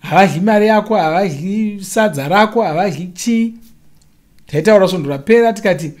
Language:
Shona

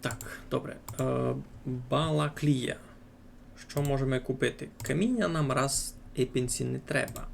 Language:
Rusyn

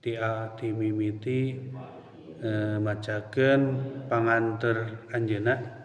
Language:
Sundanese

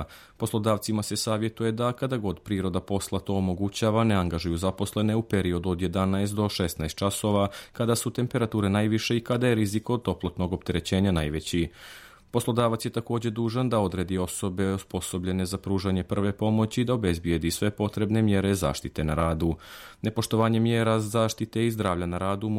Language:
Serbian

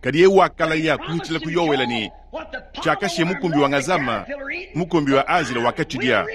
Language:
Luba-Lulua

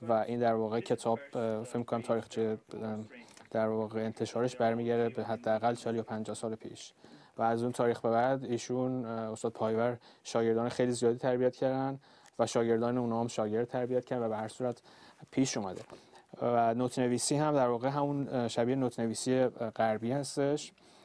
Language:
Persian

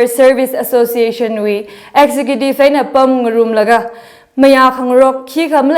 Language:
Tangkhul Naga (India)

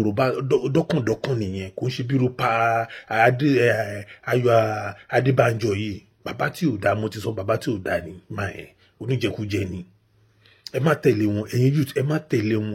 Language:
Yoruba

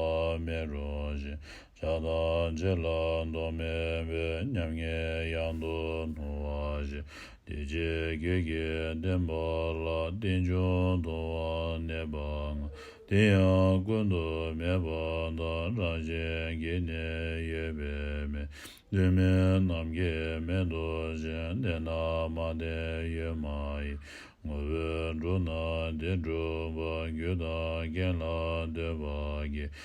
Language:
Tibetan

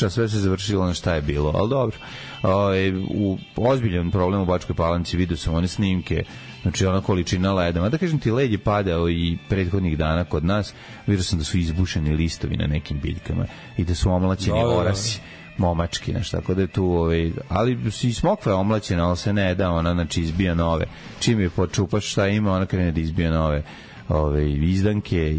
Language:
Serbian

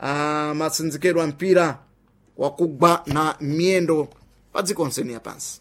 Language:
Sena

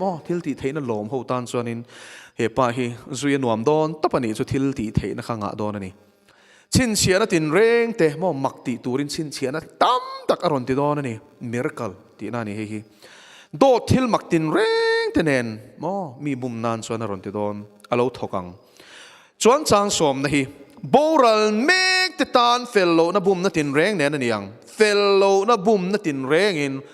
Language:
Mizo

